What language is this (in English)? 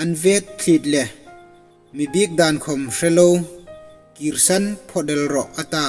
Hmar